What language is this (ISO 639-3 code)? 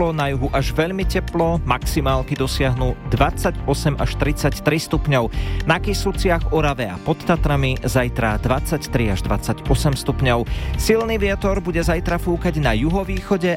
slk